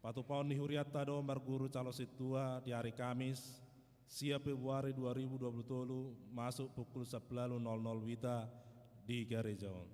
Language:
Batak Toba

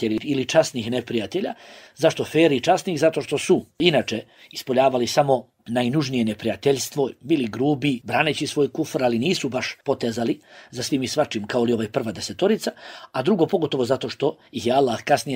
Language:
Bosnian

